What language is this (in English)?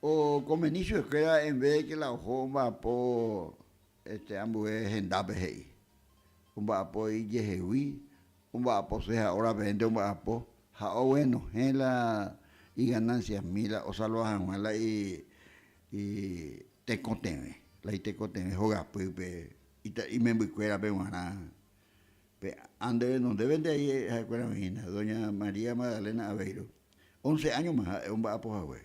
Guarani